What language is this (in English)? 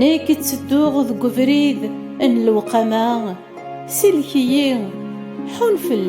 Kabyle